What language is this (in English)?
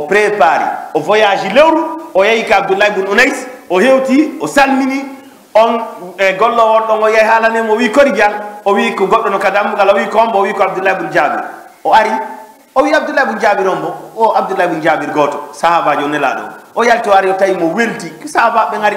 Fula